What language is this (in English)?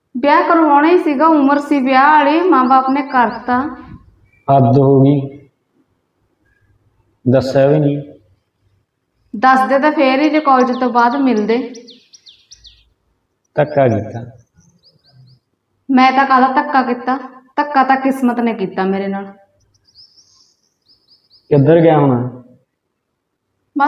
Punjabi